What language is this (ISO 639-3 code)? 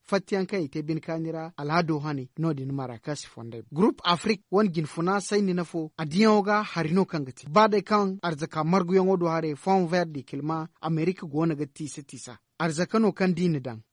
dje